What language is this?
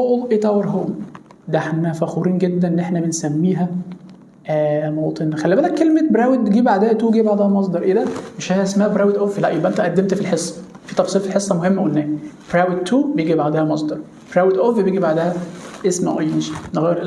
Egyptian Arabic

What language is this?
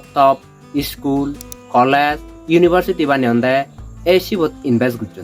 Chakma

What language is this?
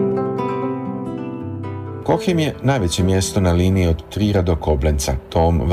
Serbian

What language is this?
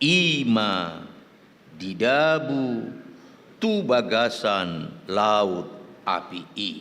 Batak Toba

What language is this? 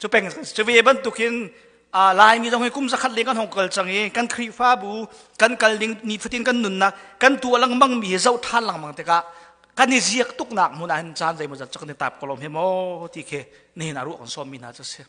Hakha Chin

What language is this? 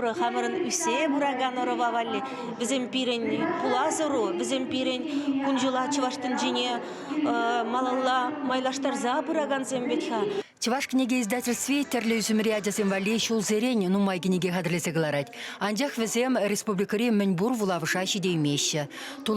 Chuvash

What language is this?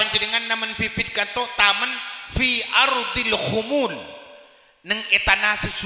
Madurese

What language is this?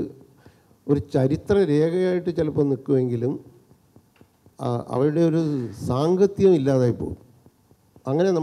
Malayalam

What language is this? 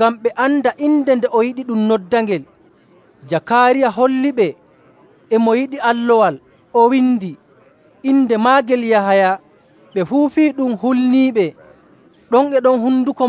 Nigerian Fulfulde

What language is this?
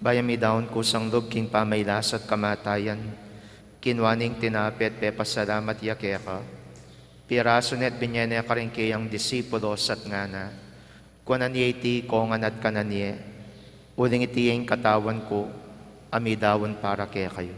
Pampanga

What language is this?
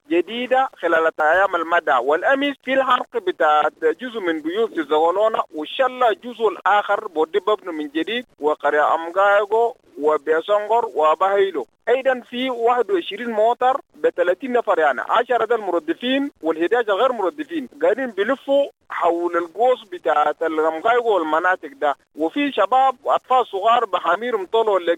Sudanese Arabic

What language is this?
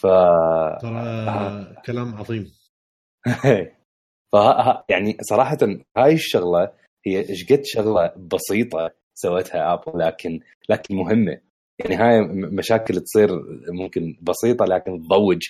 Mesopotamian Arabic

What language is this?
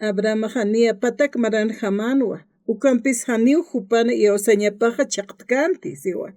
Aymara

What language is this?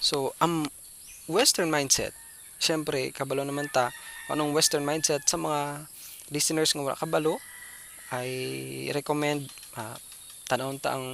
Hiligaynon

